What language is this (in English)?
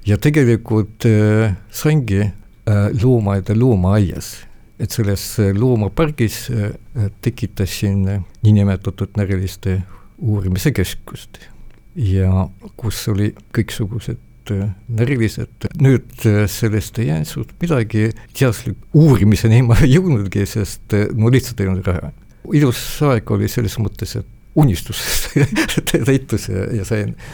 Estonian